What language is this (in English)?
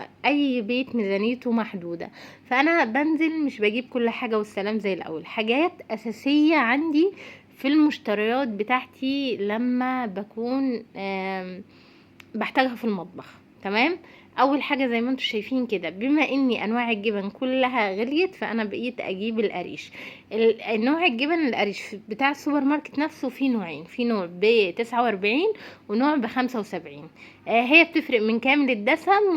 Egyptian Arabic